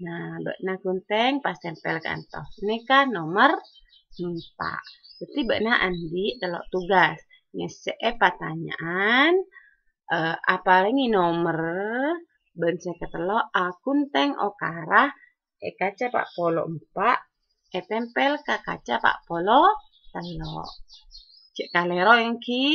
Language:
Madurese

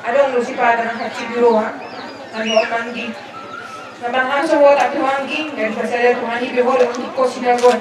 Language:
Batak Toba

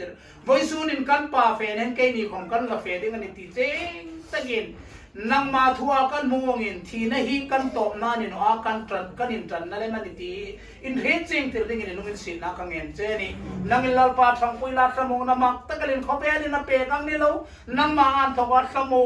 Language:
Hmar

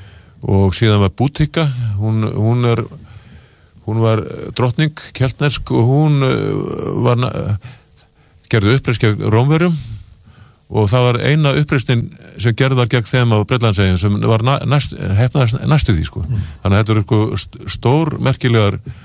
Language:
Icelandic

